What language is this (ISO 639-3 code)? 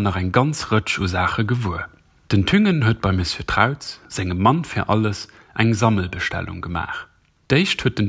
ltz